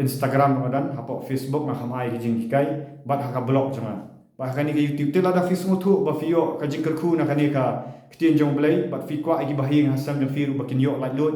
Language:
Khasi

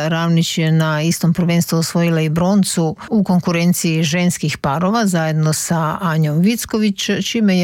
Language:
Croatian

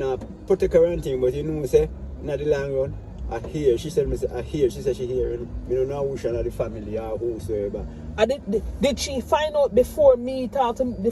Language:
Jamaican Creole English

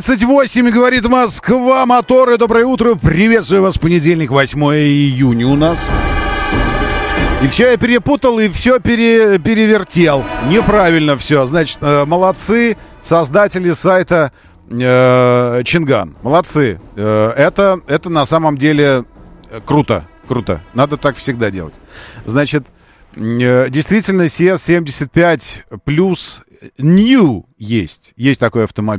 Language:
Russian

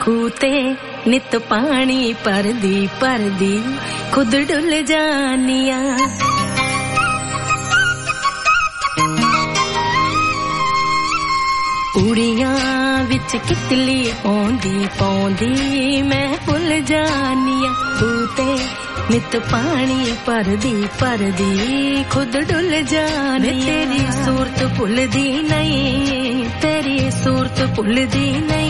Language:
Punjabi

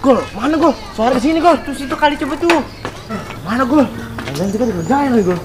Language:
Betawi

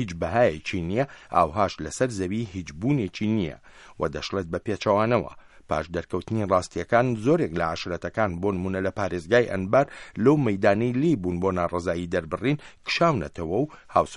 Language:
Central Kurdish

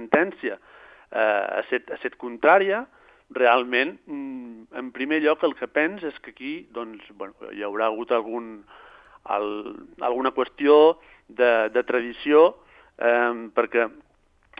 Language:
Catalan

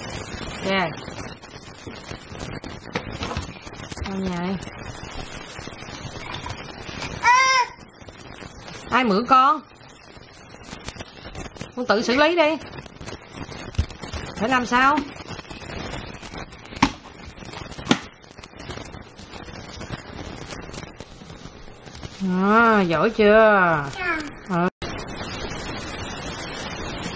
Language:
Vietnamese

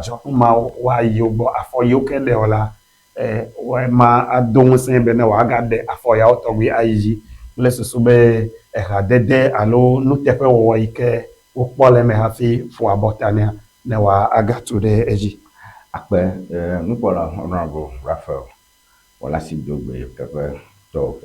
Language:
Ewe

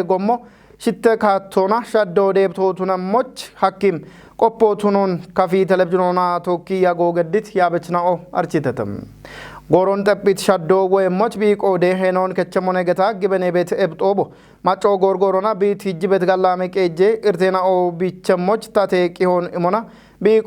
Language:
Kafa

